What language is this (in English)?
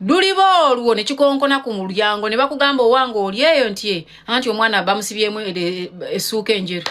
Ganda